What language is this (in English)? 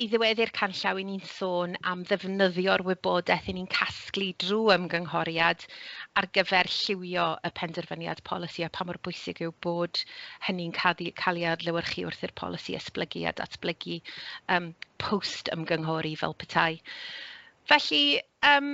Welsh